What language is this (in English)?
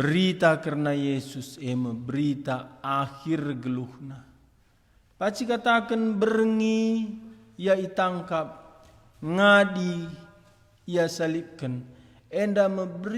Batak Karo